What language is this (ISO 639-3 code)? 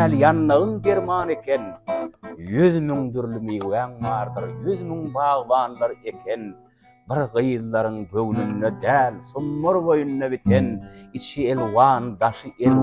tuk